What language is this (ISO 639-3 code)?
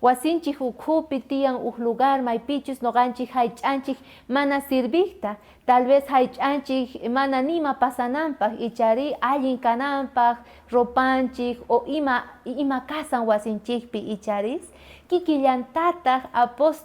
quh